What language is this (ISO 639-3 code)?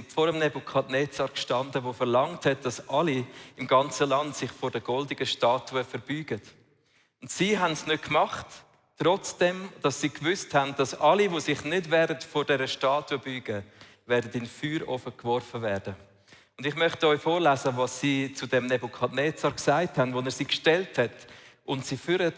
gsw